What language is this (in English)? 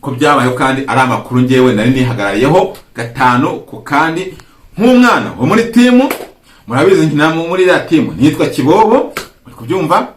Kinyarwanda